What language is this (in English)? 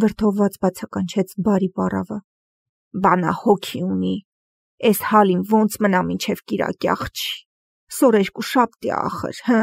Armenian